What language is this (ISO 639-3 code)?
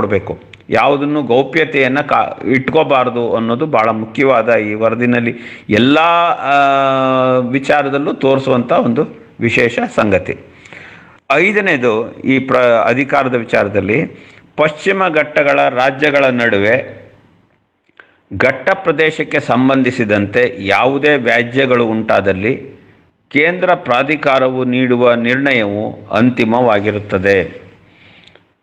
kan